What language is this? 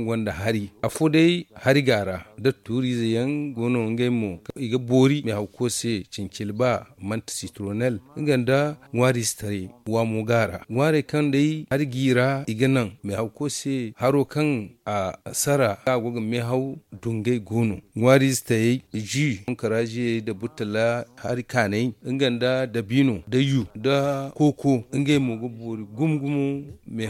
Zarma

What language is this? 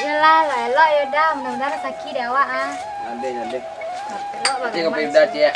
Minangkabau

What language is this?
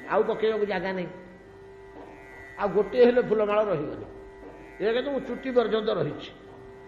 Odia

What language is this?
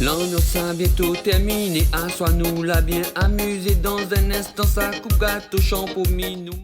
Réunion Creole French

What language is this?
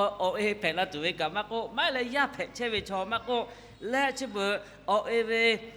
Lahu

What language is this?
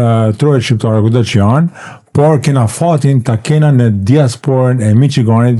Albanian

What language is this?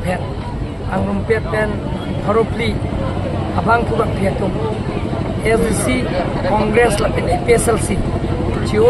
Karbi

